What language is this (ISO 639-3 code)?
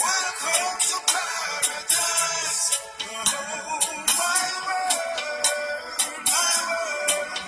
jam